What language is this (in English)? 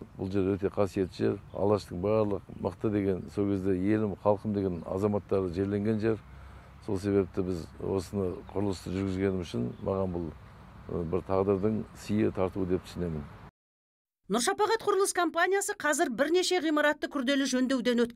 Kazakh